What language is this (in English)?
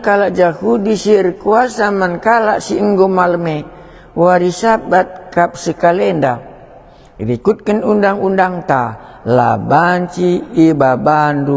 Batak Karo